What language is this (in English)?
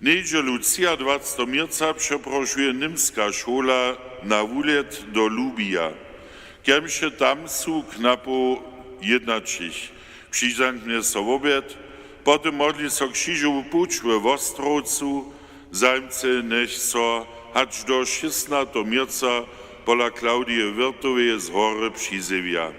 Upper Sorbian